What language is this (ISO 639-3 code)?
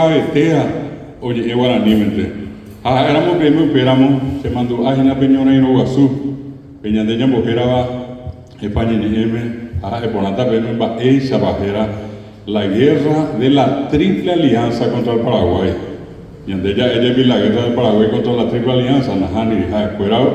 grn